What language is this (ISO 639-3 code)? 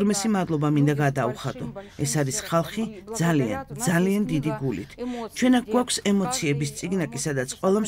kat